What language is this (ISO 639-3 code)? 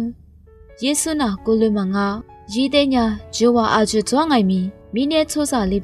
lis